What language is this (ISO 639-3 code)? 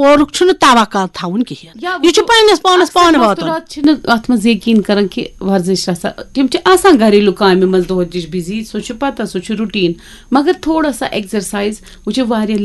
kas